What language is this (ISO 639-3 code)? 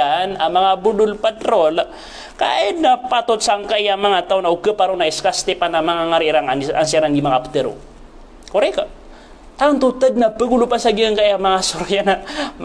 mrw